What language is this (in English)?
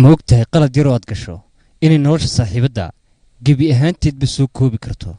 Somali